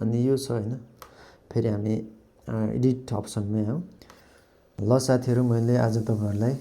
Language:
Nepali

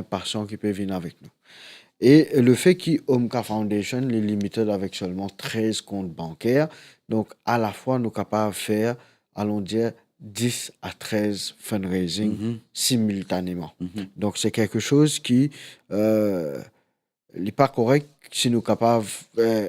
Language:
Morisyen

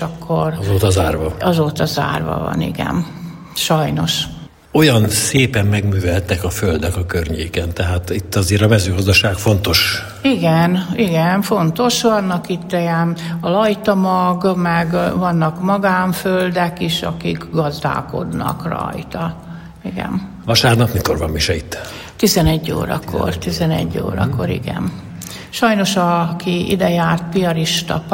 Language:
Hungarian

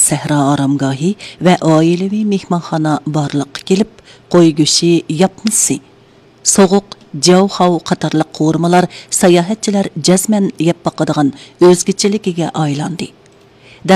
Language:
Uyghur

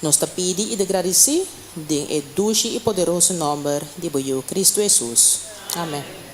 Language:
Papiamento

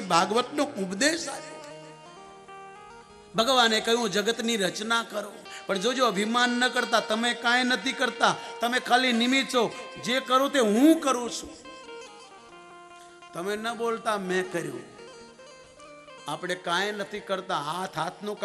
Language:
Gujarati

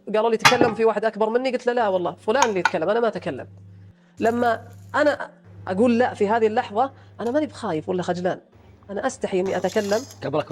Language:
Egyptian Arabic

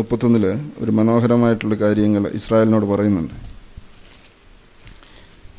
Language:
Malayalam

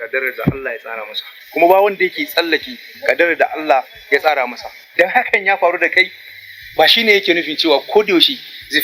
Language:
Hausa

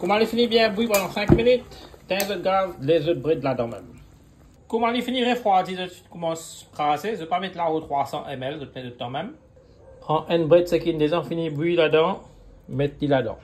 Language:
Morisyen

